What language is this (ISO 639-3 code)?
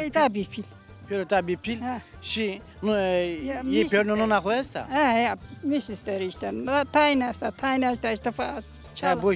zza